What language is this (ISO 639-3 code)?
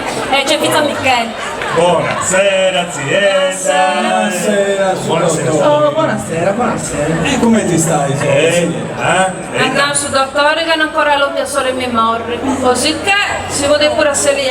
srd